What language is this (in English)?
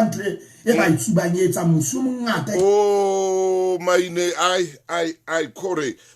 Southern Sotho